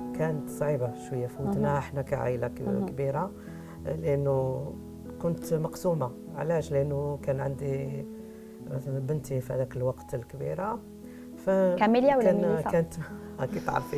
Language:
Algerian Arabic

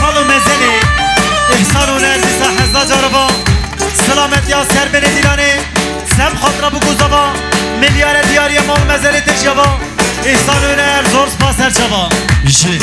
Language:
Kurdish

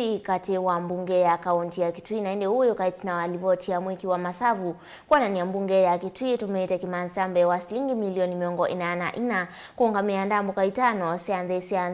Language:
Kamba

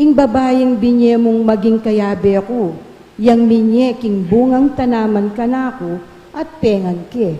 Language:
Pampanga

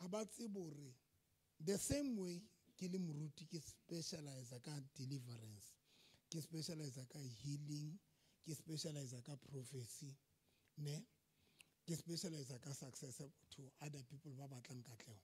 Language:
Southern Sotho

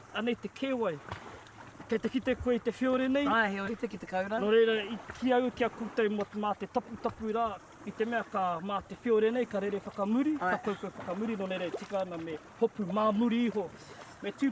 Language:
Māori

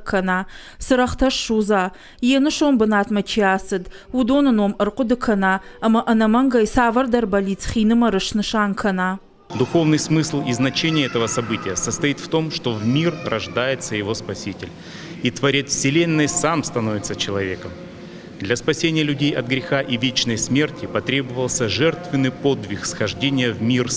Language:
Ossetic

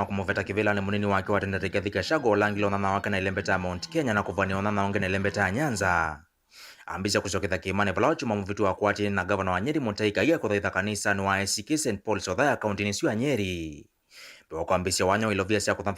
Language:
Kamba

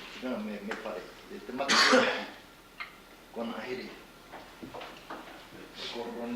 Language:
Māori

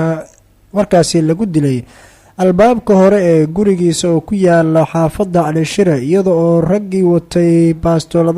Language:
Somali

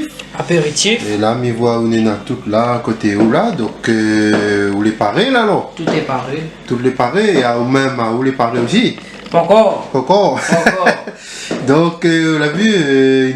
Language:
Réunion Creole French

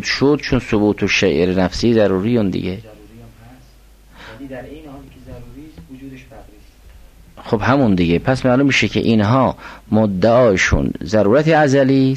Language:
Persian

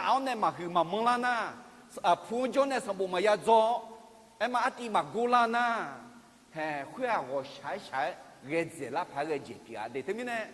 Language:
Akha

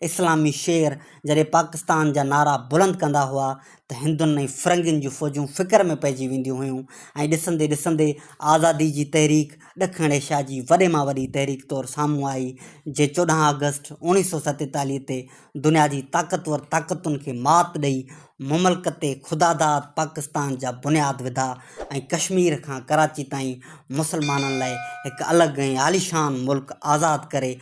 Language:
Sindhi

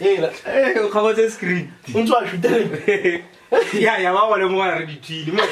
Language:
Tswana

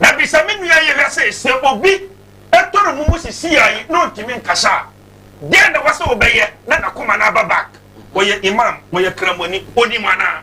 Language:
Akan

